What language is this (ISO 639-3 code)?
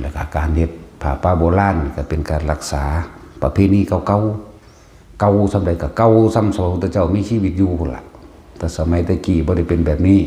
tts